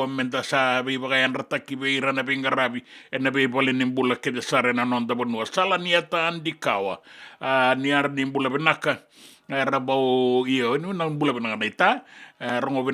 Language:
Fijian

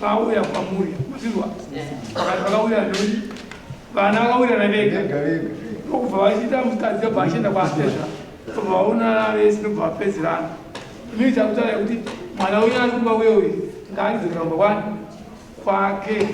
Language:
Shona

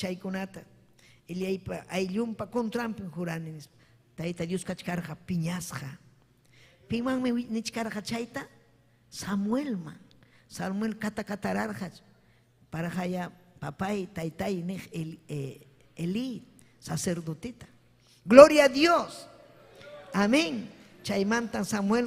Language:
Ayacucho Quechua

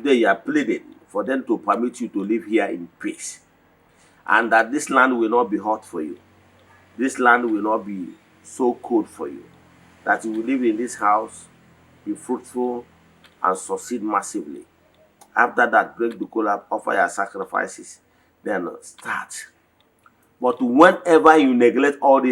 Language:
Igbo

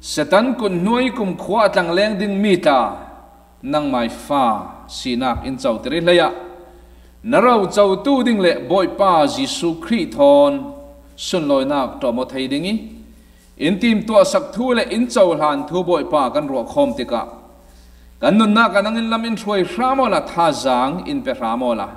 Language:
Falam Chin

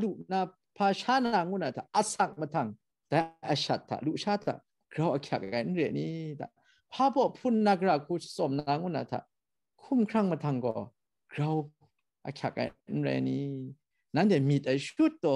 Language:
Kachin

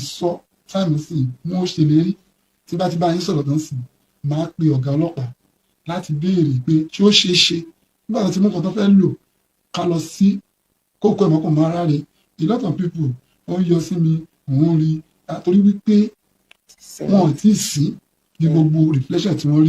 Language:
Yoruba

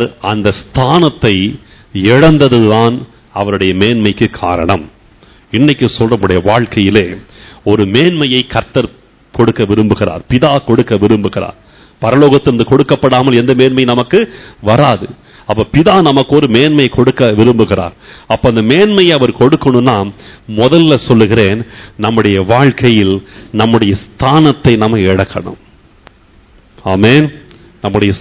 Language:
Tamil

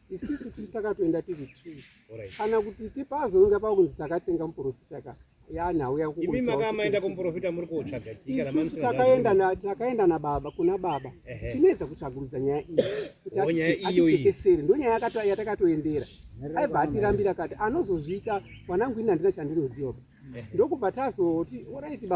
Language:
Shona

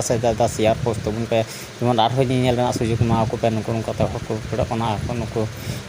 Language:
Santali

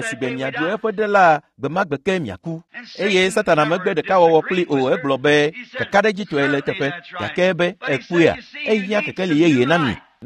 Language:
Ewe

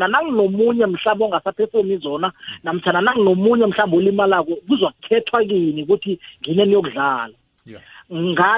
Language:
South Ndebele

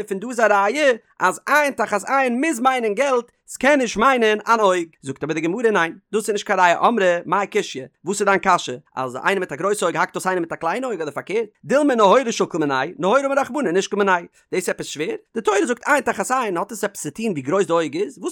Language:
Yiddish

